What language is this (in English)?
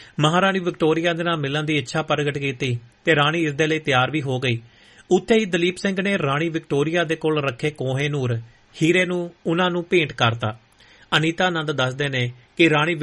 Punjabi